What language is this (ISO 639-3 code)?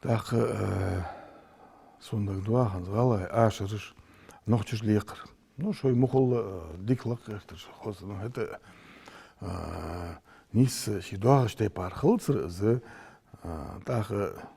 inh